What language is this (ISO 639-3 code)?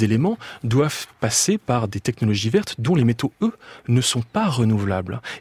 fra